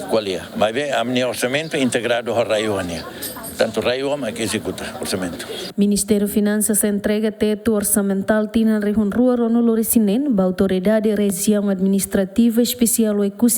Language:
Tetum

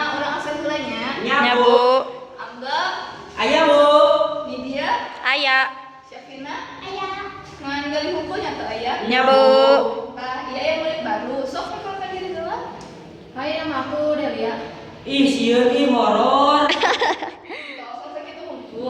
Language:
Sundanese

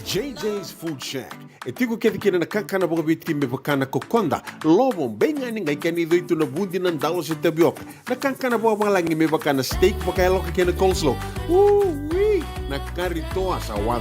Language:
Fijian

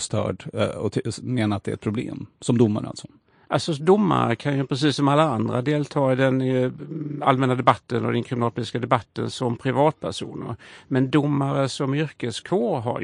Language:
Swedish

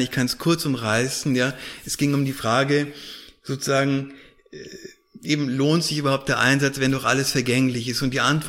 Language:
German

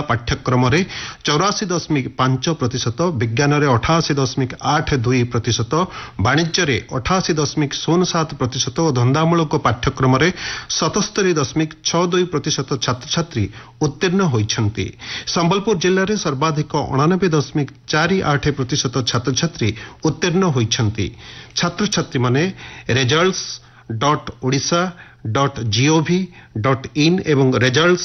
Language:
Odia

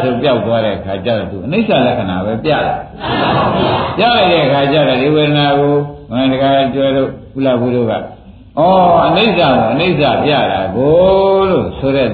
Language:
Burmese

